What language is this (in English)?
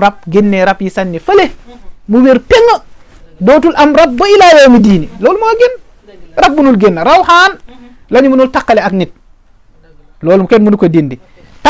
Wolof